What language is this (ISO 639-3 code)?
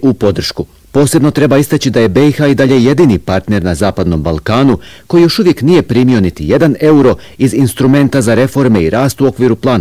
bos